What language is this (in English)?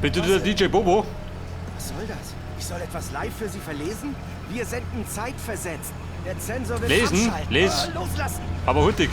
Bavarian